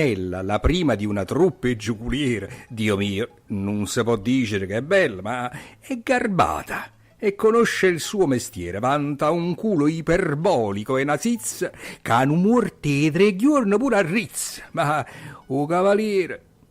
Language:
Neapolitan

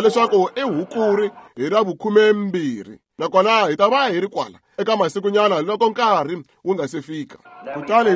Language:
Tsonga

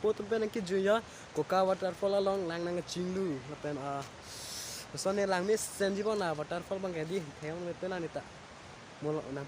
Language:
Karbi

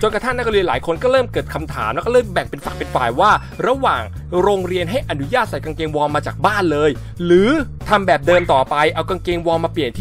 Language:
Thai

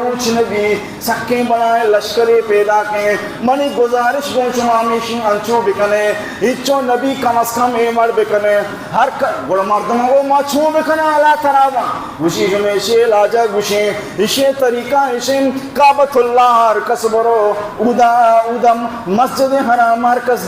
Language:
Baluchi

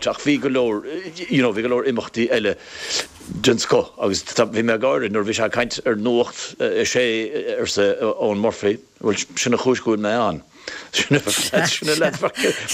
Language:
Irish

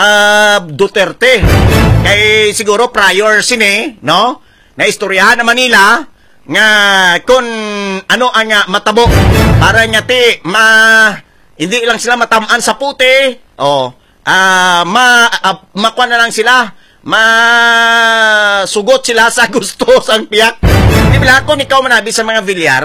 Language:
Hiligaynon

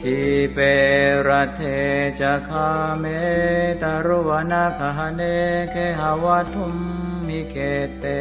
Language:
Pali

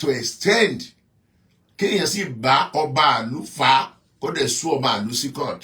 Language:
Yoruba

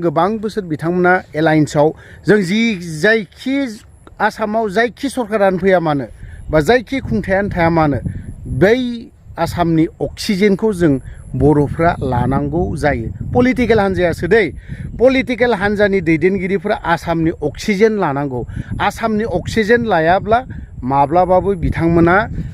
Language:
Bodo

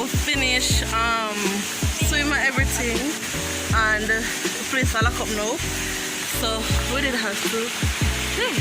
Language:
Jamaican Creole English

